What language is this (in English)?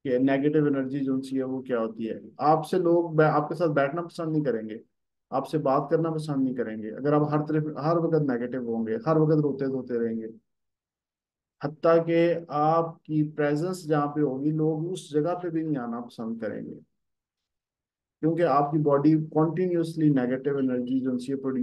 Hindi